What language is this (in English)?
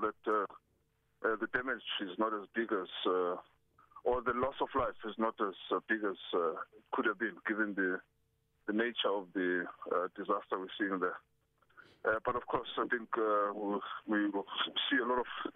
English